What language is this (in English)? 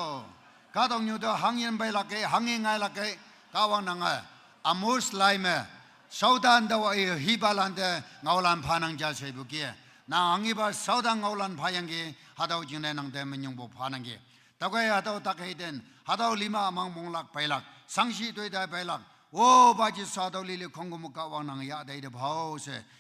Naga Pidgin